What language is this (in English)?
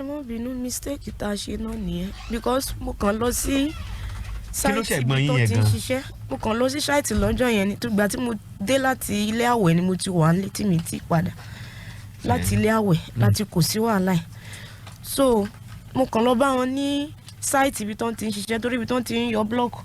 Yoruba